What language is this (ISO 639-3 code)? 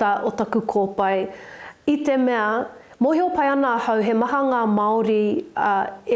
mri